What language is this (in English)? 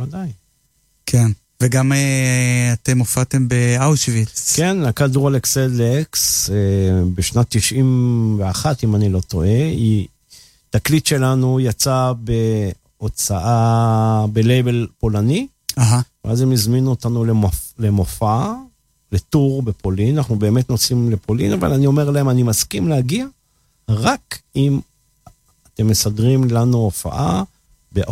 Hebrew